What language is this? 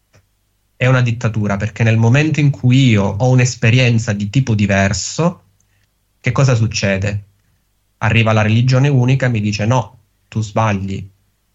Italian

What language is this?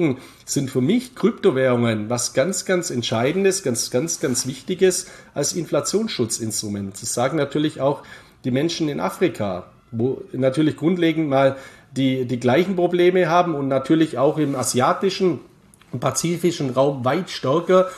German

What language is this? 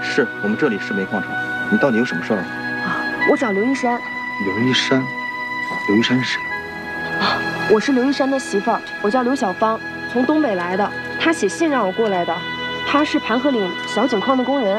Chinese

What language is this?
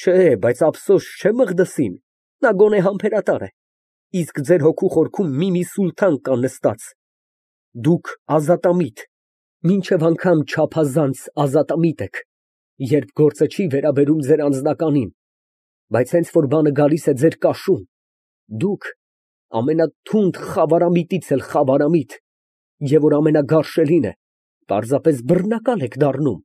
Armenian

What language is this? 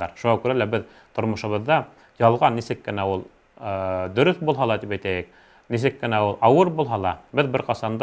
Bashkir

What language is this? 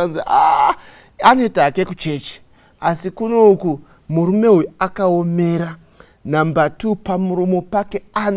Shona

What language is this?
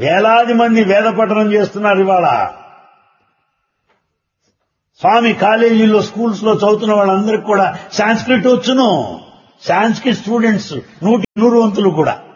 Telugu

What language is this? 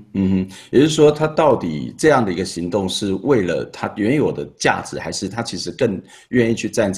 Chinese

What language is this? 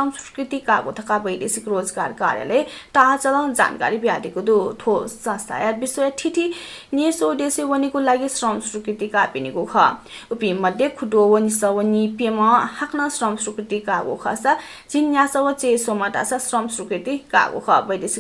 Newari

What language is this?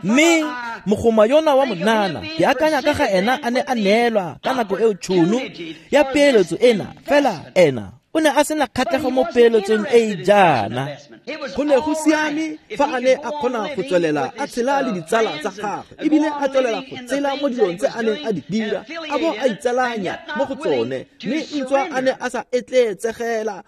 Tswana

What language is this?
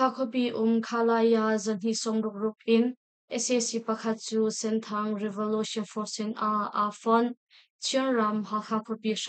Hakha Chin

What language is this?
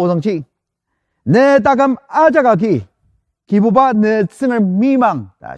Ao Naga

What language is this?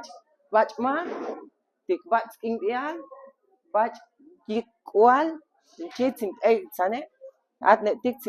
Chuj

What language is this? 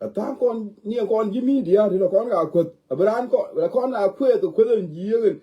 Nuer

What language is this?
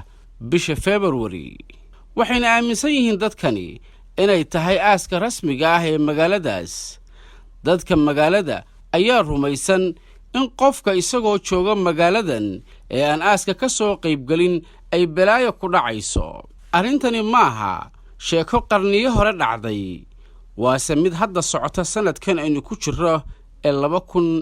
Somali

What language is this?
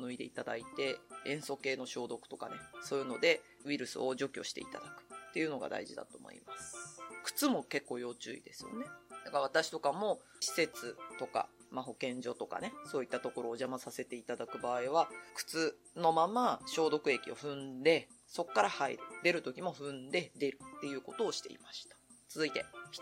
Japanese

